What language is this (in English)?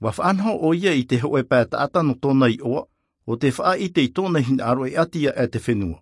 Tahitian